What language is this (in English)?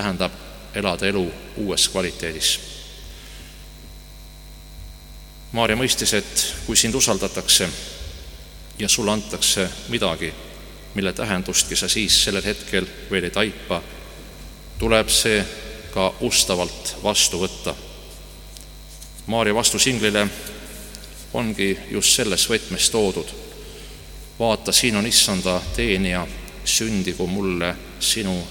Estonian